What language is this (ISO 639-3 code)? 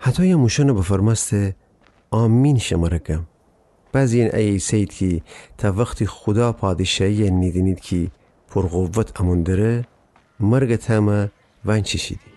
glk